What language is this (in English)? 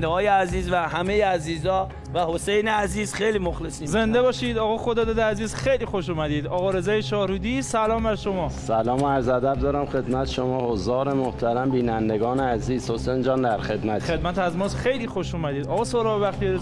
Persian